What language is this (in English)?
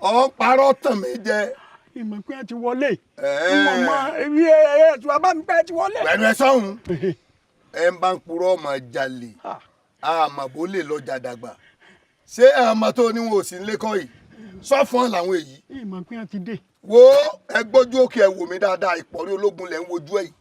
Yoruba